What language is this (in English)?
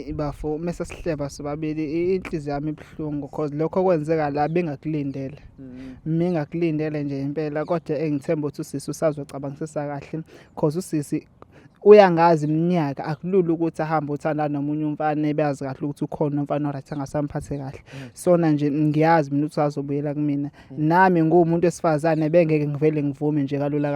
Zulu